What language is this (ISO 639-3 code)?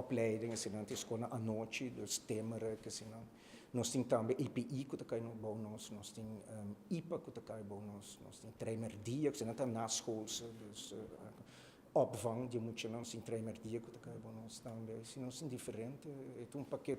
pap